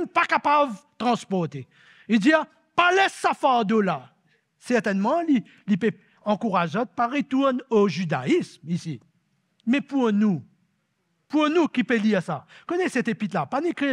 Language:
Morisyen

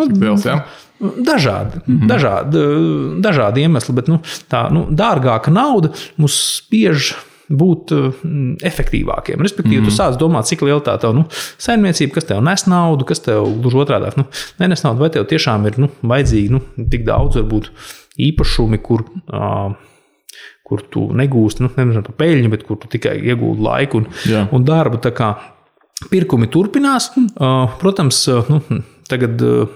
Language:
Latvian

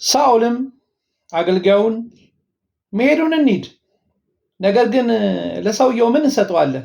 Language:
Amharic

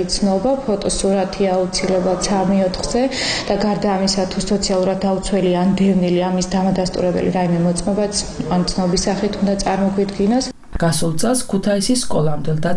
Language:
Georgian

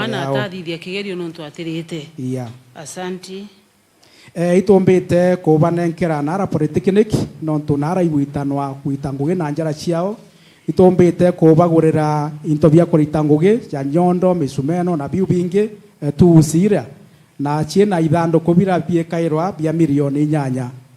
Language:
Meru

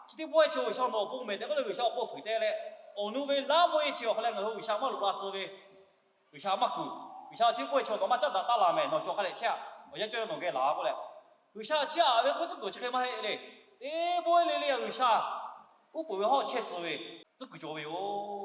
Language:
Lahu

